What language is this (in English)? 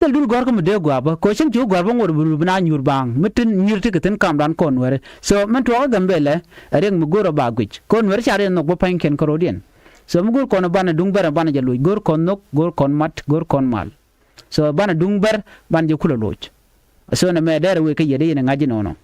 Nuer